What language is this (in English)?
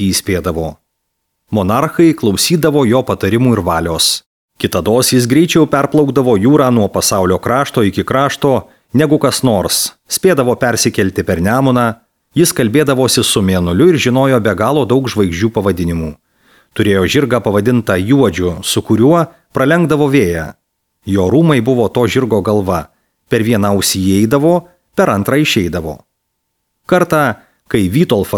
Lithuanian